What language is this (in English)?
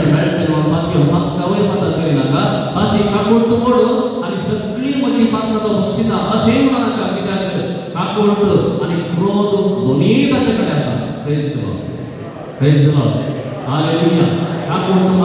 Konkani